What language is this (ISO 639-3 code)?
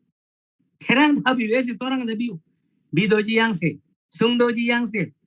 taj